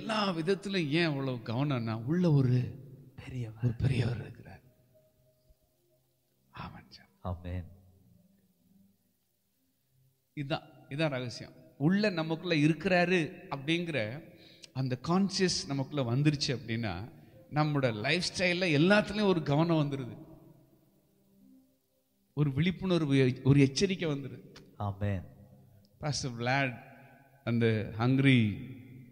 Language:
Tamil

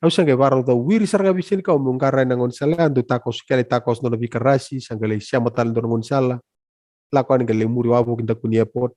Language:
Fijian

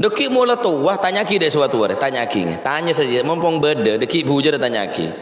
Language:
Madurese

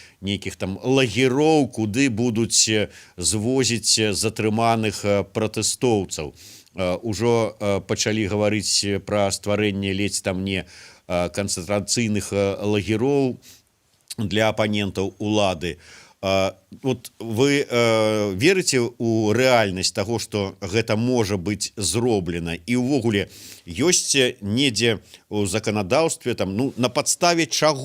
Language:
Belarusian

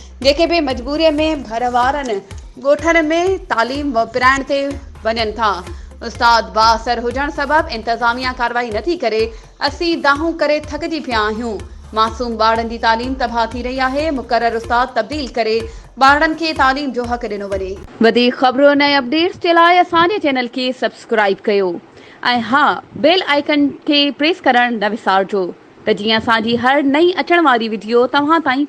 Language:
Sindhi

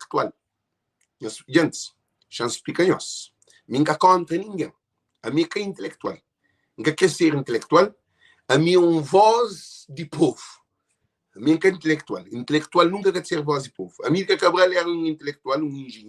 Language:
Kabuverdianu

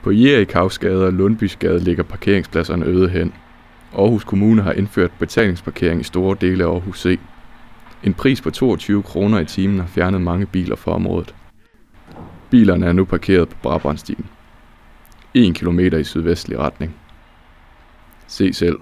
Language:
Danish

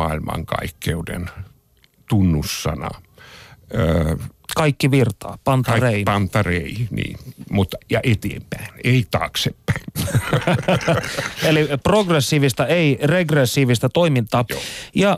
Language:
Finnish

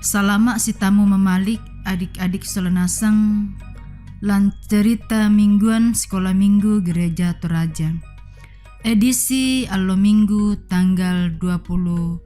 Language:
Toraja-Sa'dan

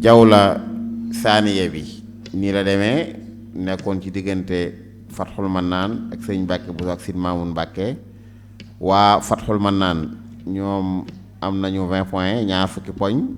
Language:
Wolof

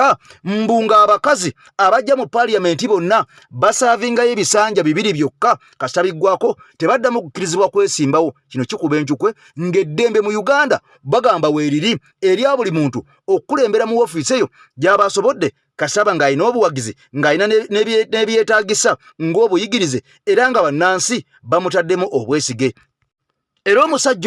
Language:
Ganda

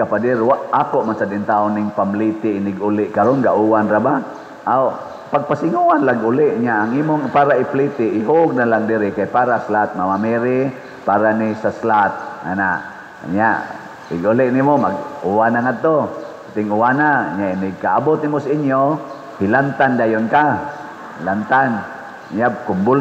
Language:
Cebuano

